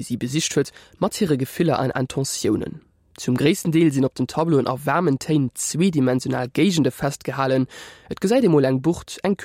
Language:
Luxembourgish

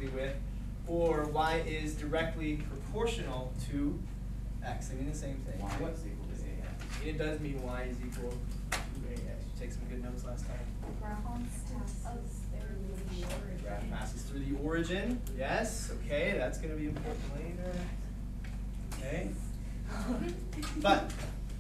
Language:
English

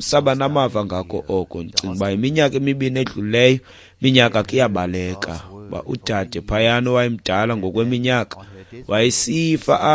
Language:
Xhosa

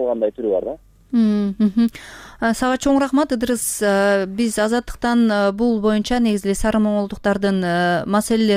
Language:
Kyrgyz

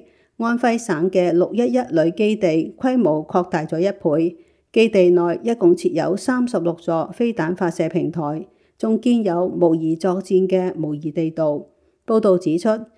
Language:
Cantonese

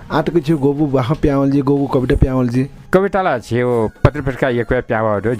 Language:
Newari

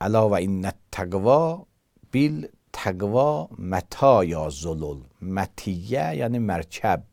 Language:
Azerbaijani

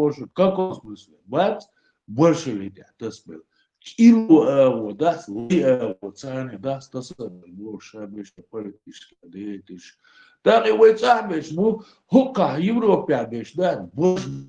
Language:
Chechen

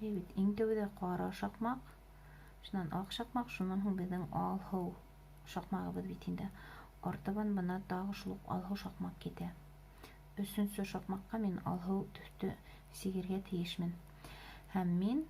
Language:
Bashkir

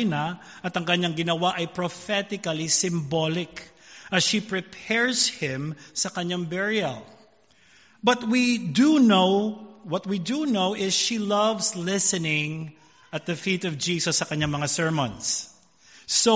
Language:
Filipino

